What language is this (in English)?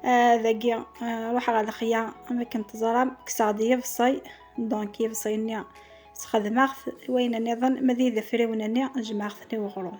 Kabyle